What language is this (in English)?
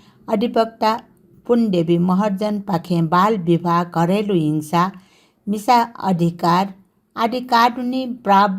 Newari